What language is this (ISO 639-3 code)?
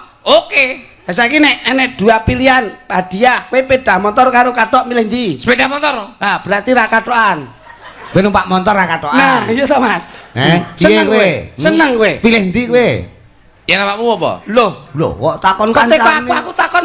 jav